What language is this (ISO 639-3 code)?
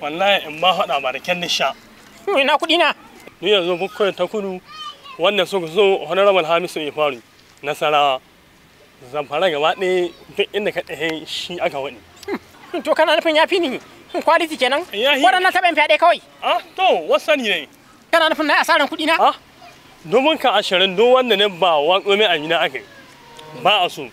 hau